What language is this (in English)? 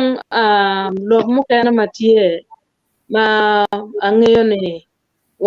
Acoli